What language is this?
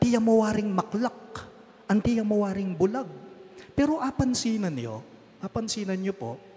Pampanga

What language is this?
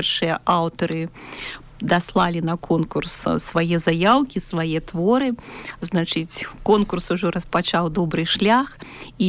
Belarusian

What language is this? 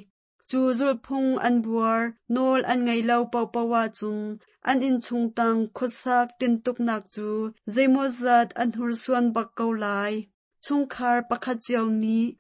Hakha Chin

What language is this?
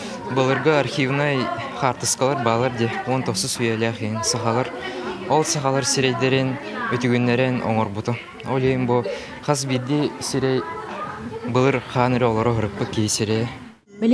Yakut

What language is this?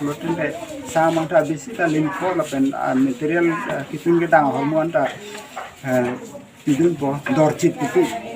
Karbi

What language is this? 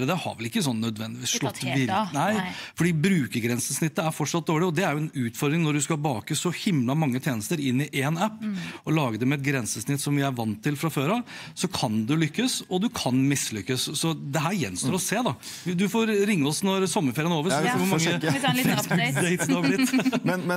Norwegian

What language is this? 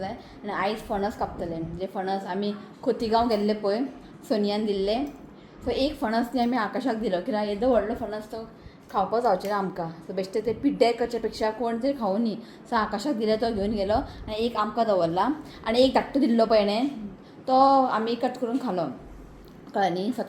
Konkani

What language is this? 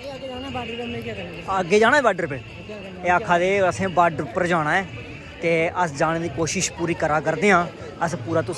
Dogri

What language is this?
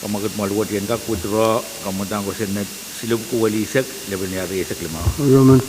Pohnpeian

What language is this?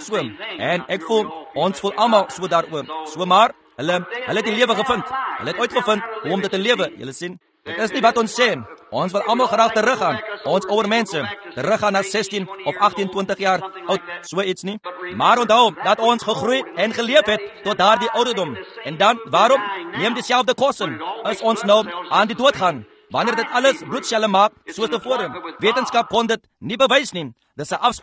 Afrikaans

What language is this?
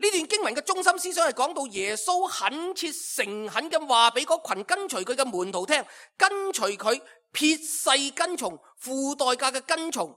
Cantonese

